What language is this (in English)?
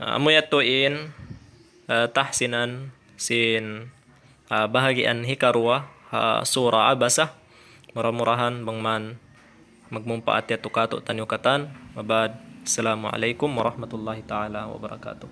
Tausug